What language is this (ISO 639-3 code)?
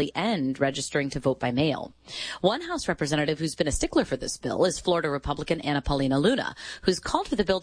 eng